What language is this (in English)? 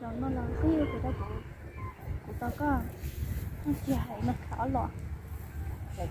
Hmong